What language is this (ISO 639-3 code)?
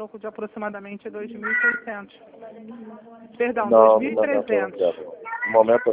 por